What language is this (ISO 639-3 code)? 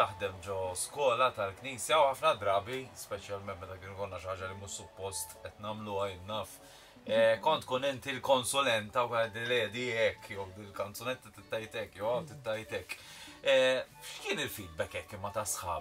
mlt